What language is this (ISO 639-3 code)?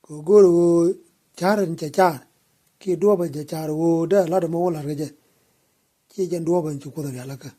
nus